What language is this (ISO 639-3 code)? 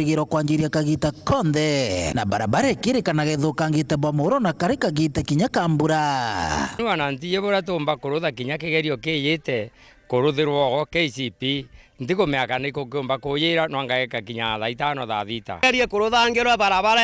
mer